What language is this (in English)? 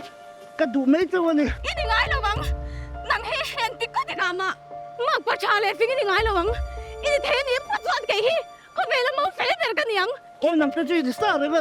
Mizo